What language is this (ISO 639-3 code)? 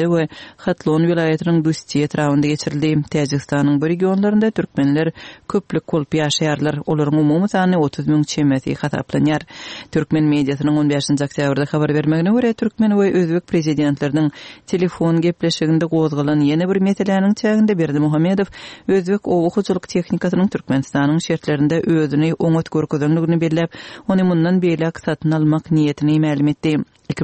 kir